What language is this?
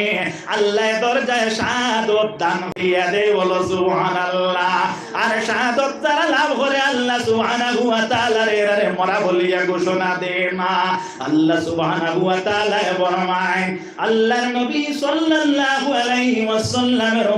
Sylheti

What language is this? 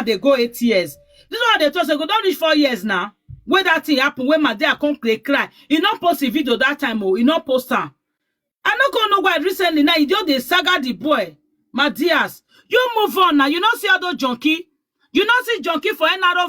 Nigerian Pidgin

